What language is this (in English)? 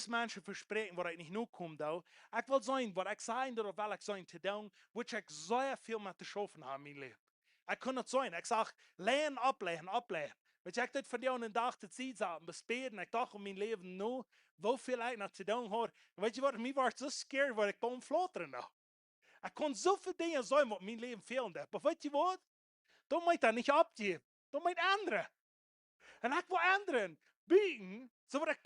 Plautdietsch